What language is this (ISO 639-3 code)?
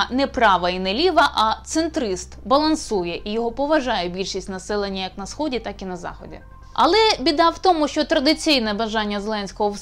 ukr